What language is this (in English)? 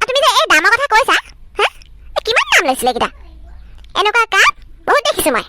Assamese